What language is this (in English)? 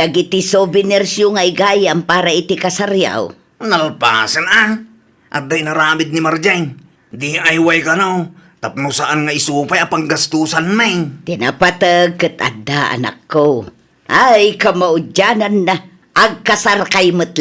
Iloko